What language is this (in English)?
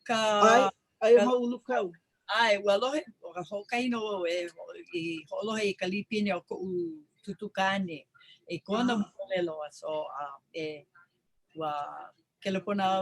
Hawaiian